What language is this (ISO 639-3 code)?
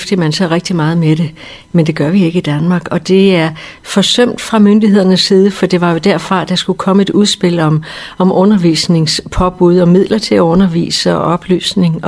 dan